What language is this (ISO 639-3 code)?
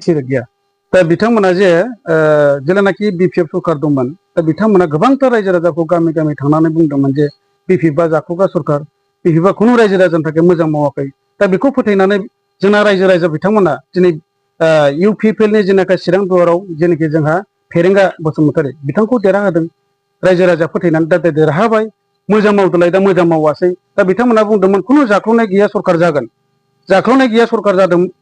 brx